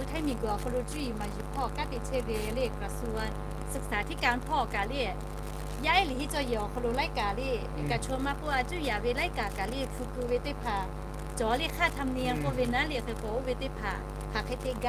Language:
Lahu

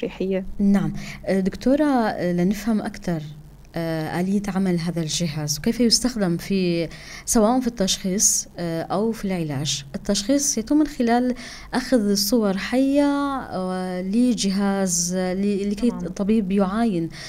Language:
North Levantine Arabic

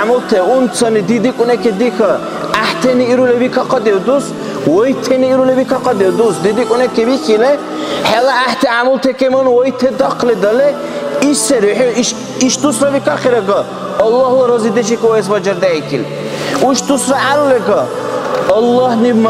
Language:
Dargwa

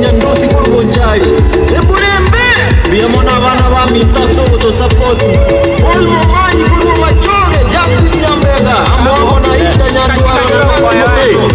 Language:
Gusii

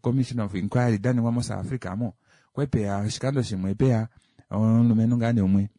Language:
Kuanyama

